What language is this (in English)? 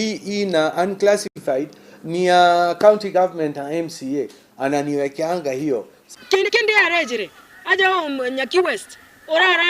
Meru